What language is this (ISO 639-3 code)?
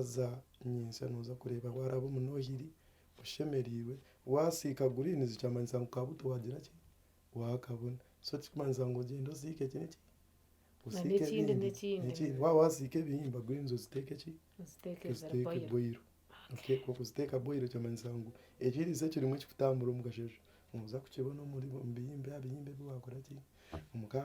nyn